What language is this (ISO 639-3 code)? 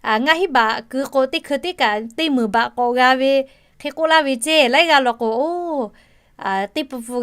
lhu